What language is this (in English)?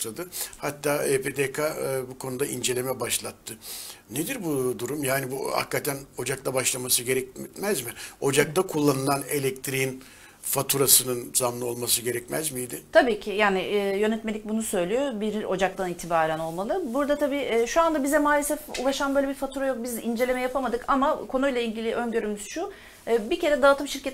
Turkish